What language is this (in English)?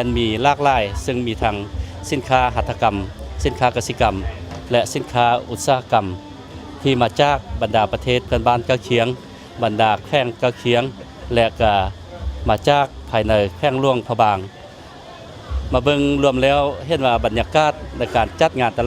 Lao